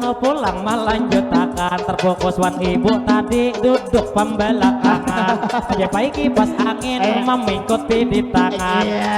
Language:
Banjar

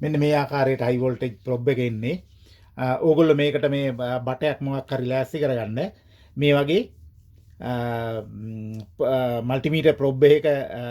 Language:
Sinhala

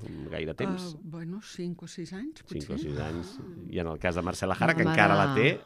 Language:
Catalan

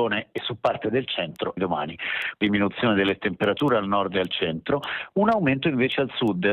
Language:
Italian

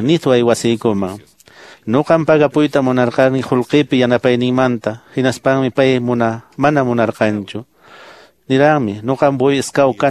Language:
Quechua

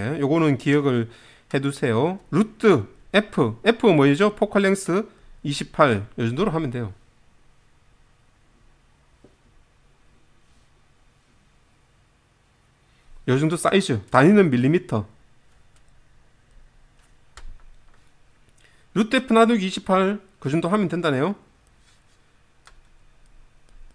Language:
Korean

